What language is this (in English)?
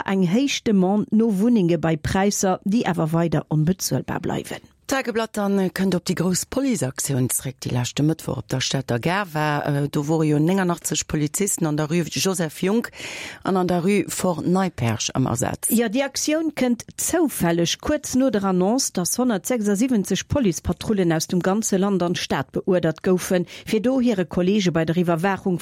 Luxembourgish